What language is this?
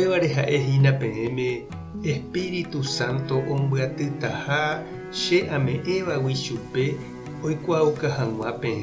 Guarani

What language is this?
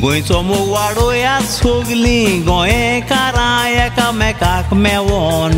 Konkani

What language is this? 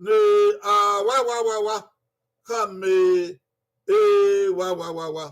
Bini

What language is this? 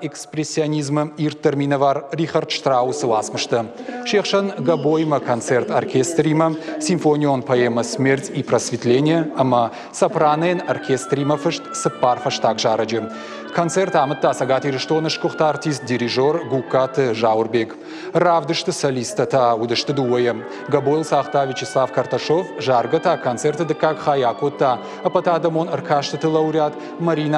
Ossetic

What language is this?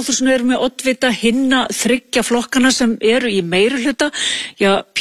Icelandic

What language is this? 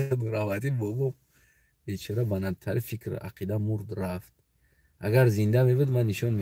Tajik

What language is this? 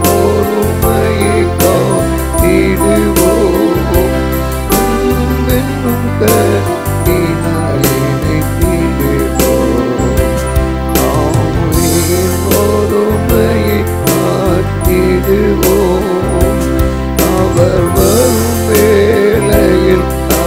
Tamil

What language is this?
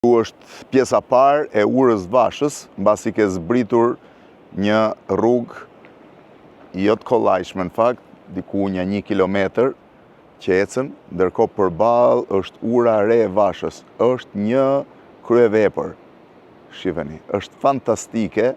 Albanian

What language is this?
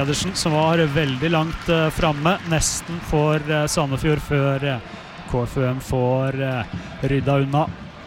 Norwegian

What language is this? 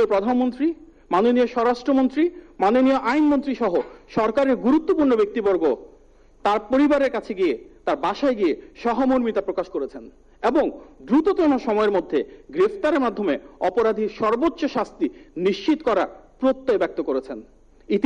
Bangla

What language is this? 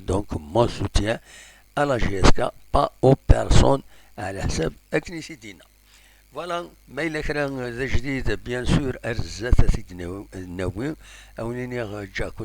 Kabyle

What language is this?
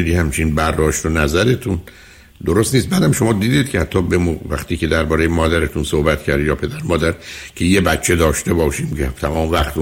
Persian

